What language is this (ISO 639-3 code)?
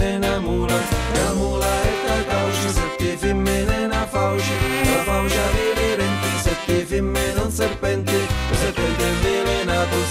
scn